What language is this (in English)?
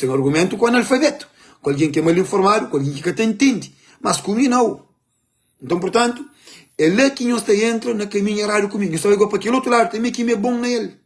Kabuverdianu